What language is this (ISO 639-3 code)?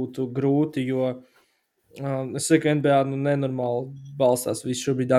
lav